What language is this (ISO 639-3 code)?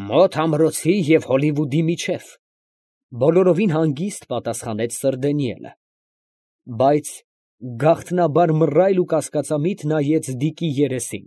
hye